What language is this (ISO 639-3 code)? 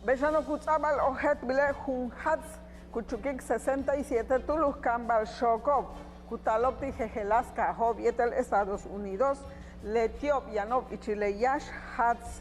yua